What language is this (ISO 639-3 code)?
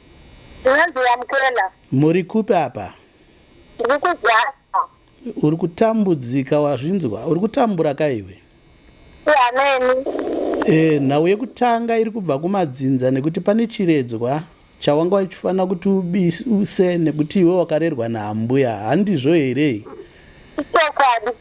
sna